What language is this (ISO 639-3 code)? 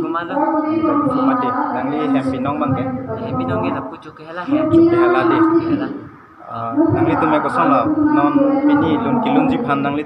mjw